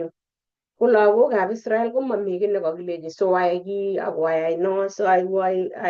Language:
Kalenjin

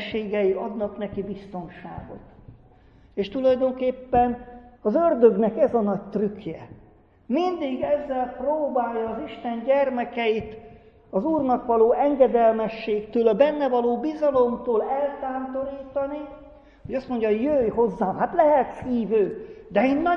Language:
Hungarian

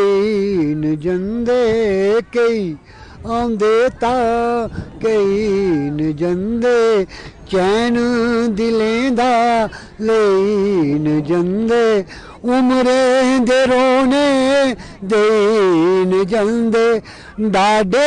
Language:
Dogri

